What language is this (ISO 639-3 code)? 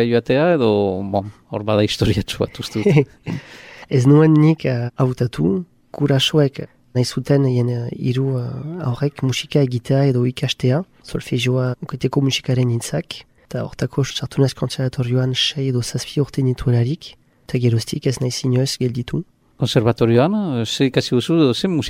eus